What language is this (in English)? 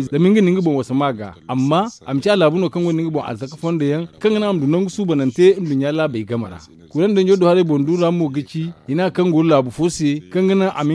Zarma